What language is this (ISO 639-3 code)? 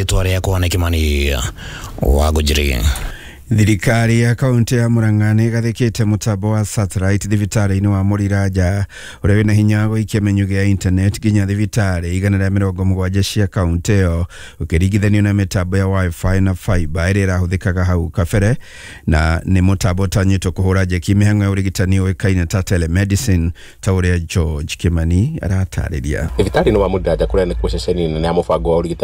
kik